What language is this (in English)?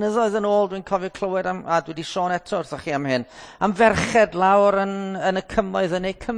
Welsh